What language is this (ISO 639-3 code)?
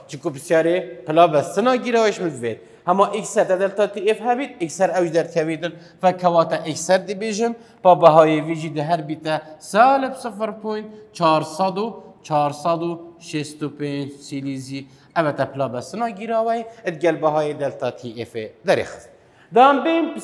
kur